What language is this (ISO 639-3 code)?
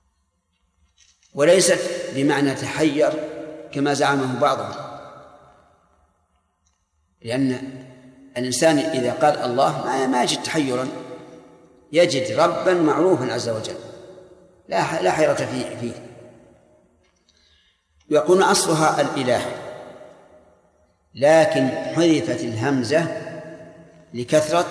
ara